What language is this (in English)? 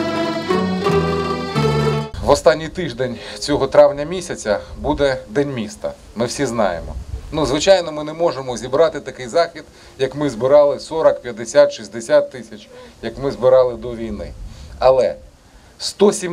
Ukrainian